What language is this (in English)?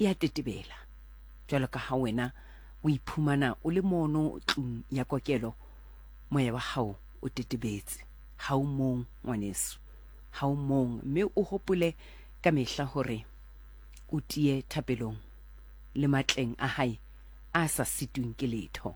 Southern Sotho